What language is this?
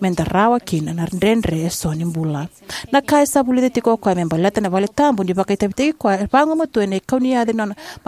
Fijian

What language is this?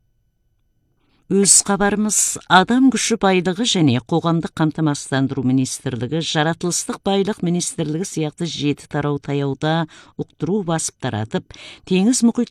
Kazakh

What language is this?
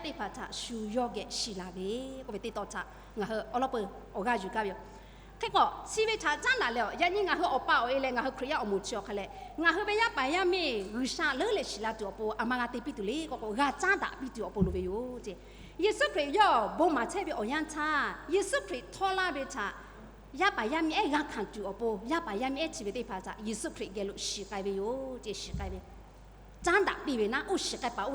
Lahu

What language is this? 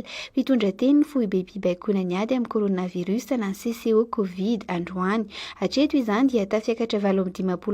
Malagasy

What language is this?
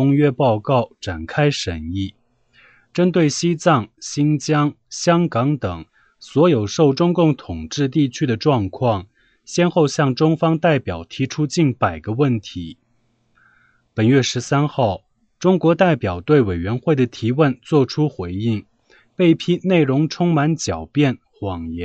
Chinese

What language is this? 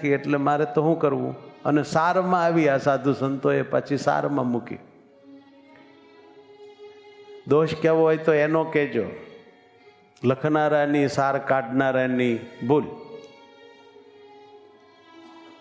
Gujarati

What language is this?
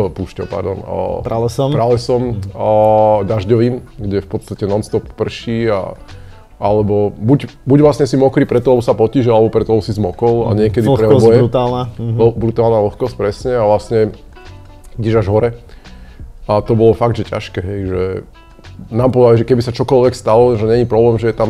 Slovak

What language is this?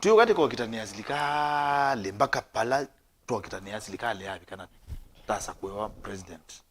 Kamba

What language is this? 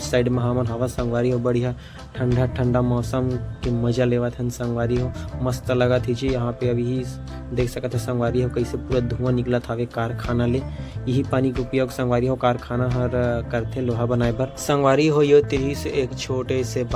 Chhattisgarhi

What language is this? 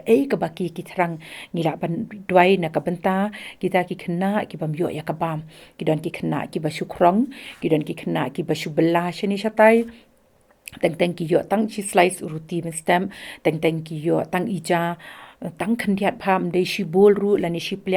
Khasi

